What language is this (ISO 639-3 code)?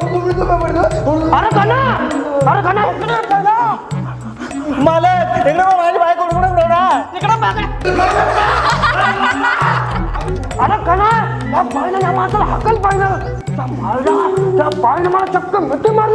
mar